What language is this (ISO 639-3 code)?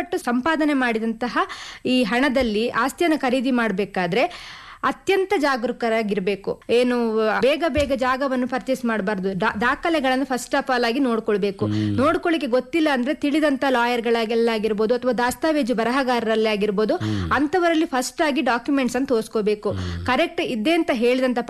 kan